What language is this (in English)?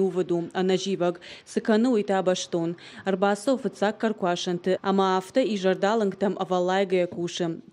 Ossetic